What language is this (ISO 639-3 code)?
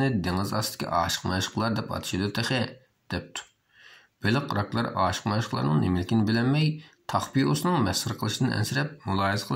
uig